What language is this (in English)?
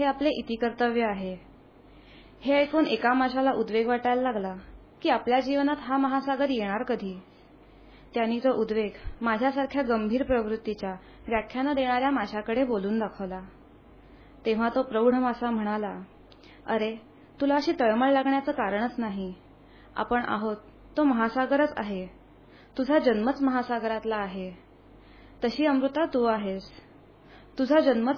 Marathi